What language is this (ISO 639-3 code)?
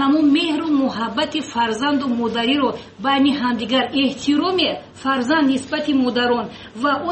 tgk